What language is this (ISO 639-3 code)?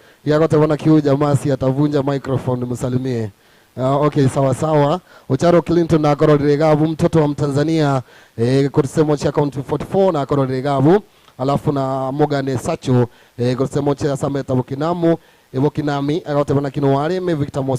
guz